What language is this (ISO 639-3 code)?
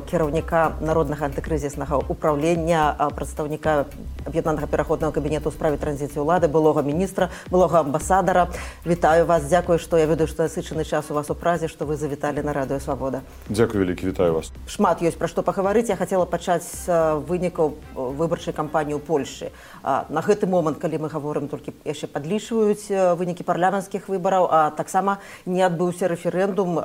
bel